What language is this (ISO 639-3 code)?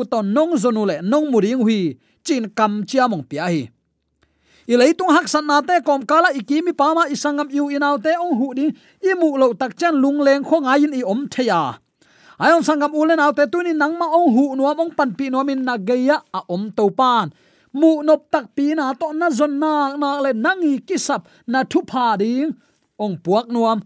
ctd